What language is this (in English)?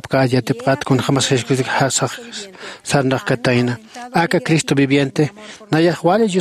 Aymara